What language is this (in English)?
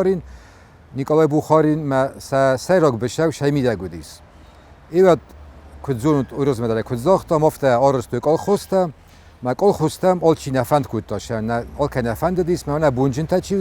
Ossetic